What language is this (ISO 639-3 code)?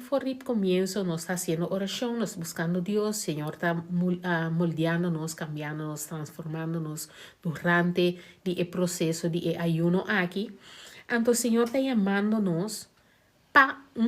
pap